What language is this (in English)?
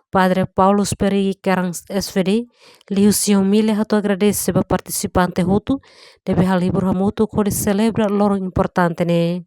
Tetum